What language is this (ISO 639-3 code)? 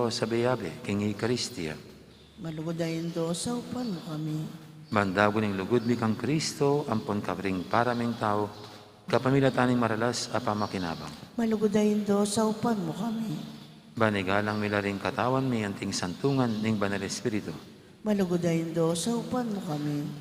pam